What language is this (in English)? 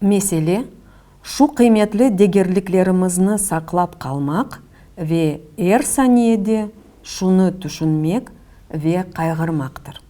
Crimean Tatar